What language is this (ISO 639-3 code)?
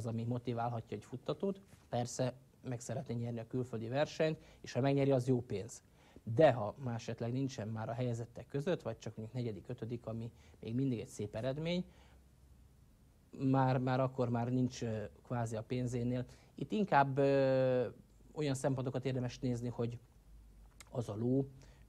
hun